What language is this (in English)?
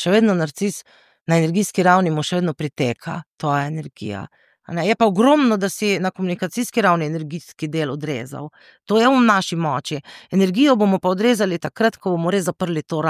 Slovenian